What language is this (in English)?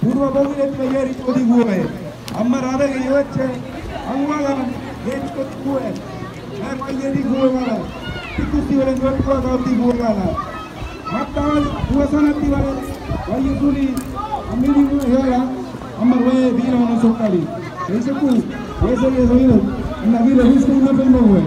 San Blas Kuna